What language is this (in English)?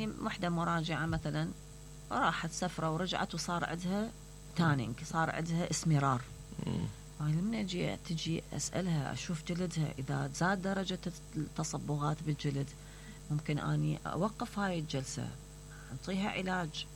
Mesopotamian Arabic